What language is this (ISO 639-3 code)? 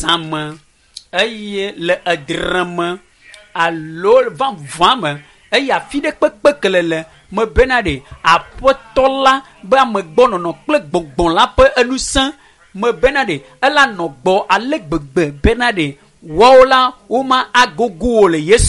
ewe